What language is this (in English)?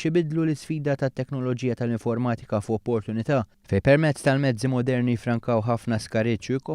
Maltese